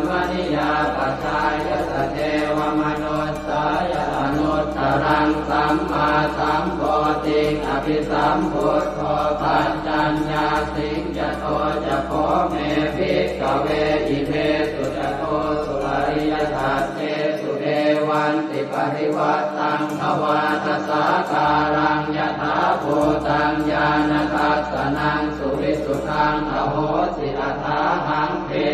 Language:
Pali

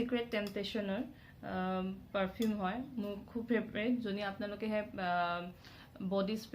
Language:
Assamese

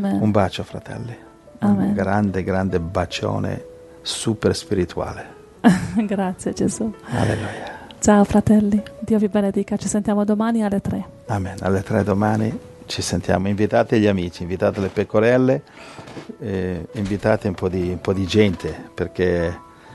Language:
Italian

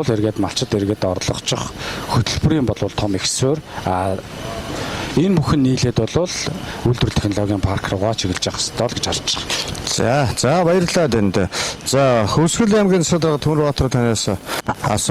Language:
Mongolian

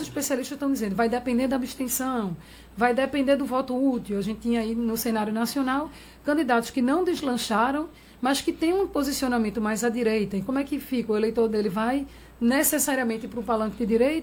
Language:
Portuguese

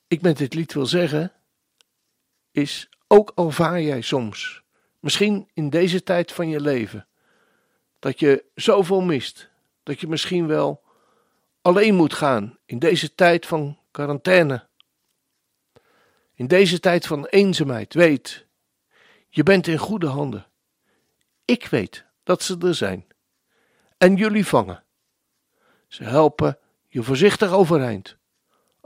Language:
Dutch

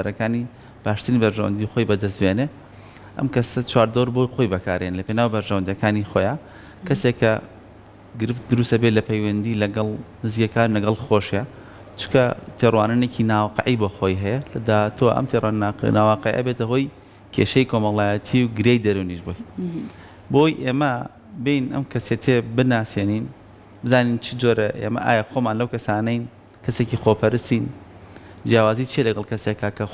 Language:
Central Kurdish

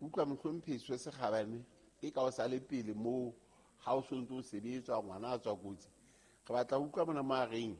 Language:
Southern Sotho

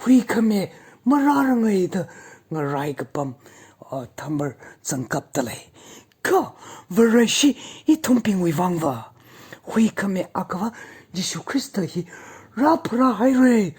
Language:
Tangkhul Naga (India)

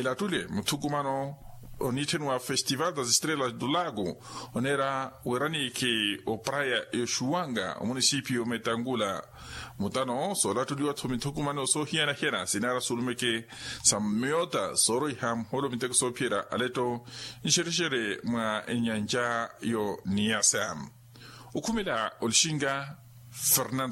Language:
Makhuwa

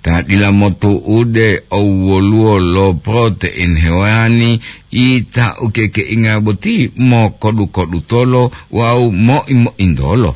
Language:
Gorontalo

